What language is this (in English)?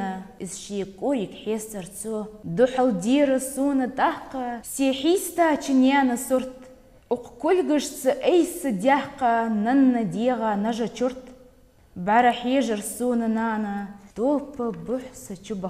Ingush